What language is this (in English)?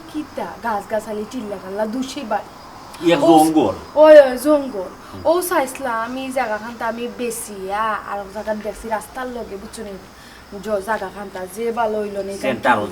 Sylheti